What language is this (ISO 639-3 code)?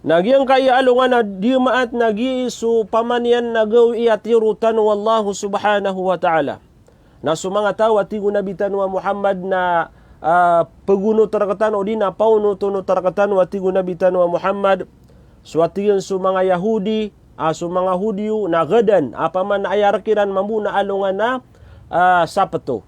mrw